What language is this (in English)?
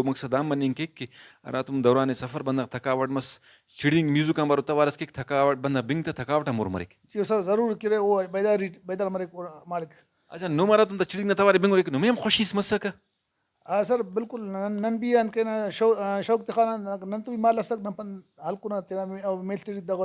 Brahui